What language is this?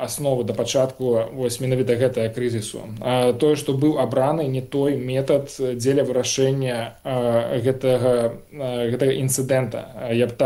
Belarusian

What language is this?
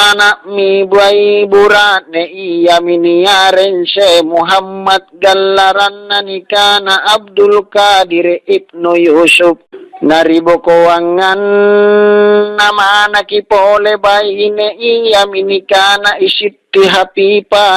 Makasar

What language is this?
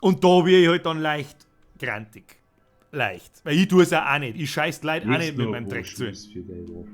Bavarian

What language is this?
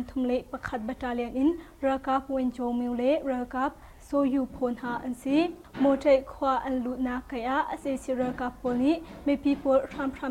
Hakha Chin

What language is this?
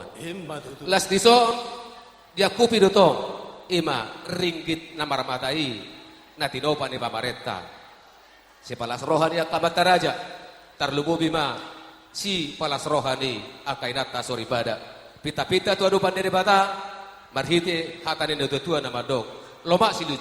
Batak Toba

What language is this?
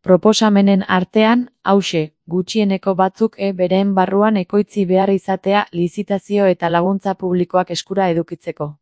Basque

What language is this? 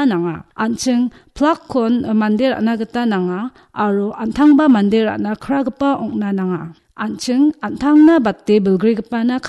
Garo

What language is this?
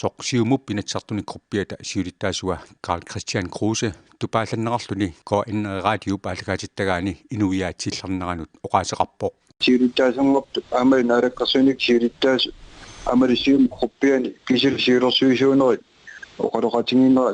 Kalaallisut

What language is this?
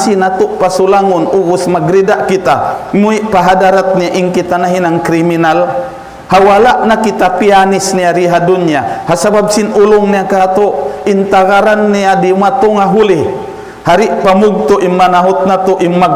Tausug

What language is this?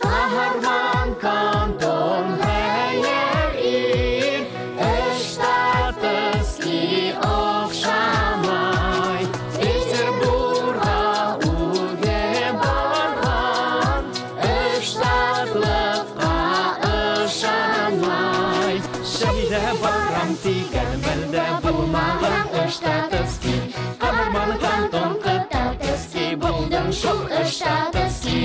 Bashkir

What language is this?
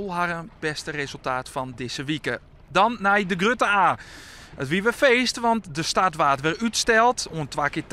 Western Frisian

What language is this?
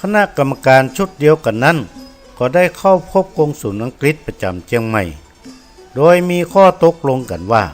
Northern Thai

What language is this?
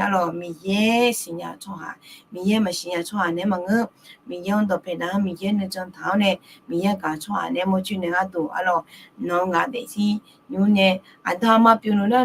Akha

